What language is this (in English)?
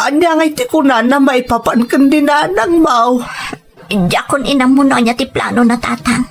Iloko